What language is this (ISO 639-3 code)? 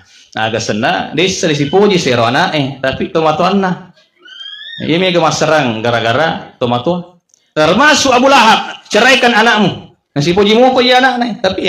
bug